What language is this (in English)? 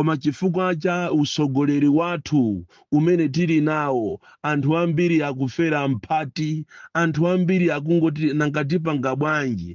Nyanja